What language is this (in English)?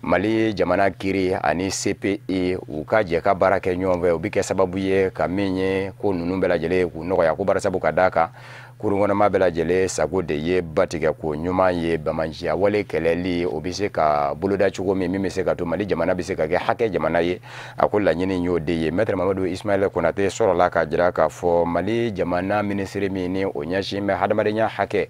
Bambara